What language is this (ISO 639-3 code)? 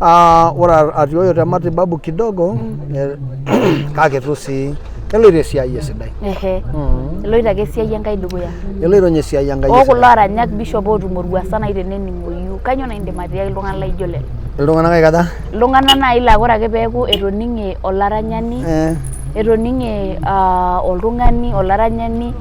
mas